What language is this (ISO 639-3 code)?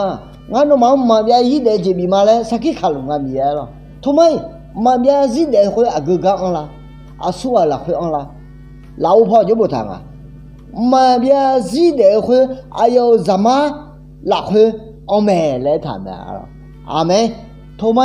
ahk